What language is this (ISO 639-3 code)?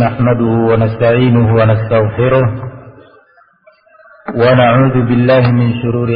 ind